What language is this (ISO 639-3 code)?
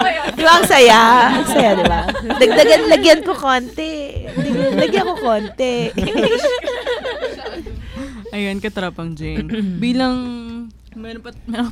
fil